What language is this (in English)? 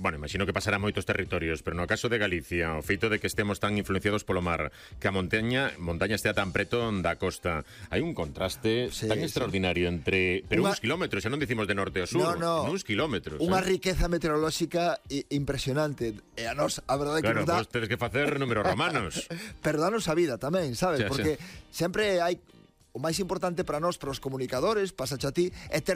Galician